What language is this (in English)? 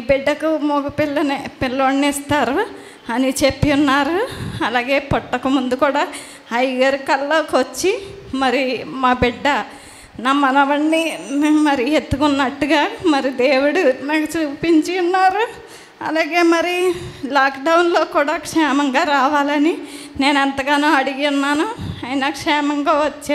Telugu